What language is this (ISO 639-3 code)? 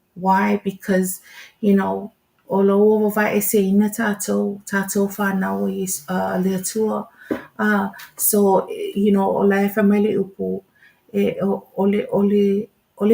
smo